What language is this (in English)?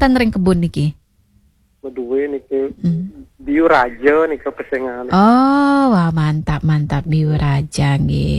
Balinese